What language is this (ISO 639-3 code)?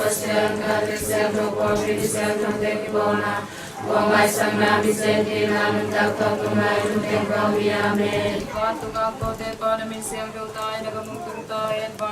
ctd